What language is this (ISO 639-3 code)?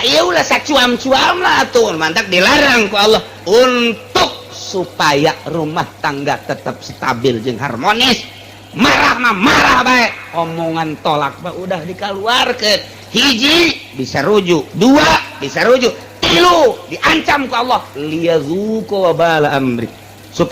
sun